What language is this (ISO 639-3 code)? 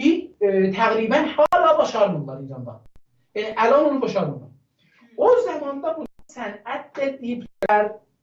azb